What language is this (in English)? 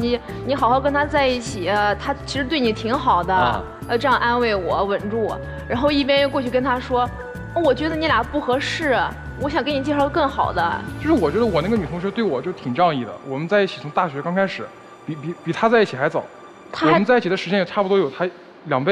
Chinese